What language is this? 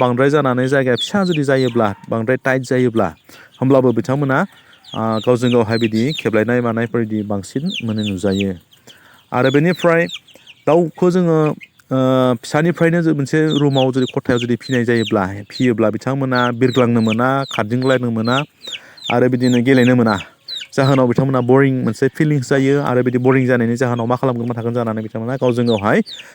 Bodo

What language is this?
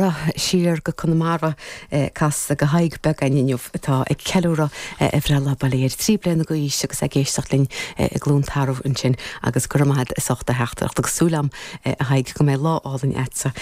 Irish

